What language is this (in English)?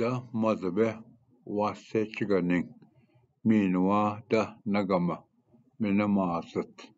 Ojibwa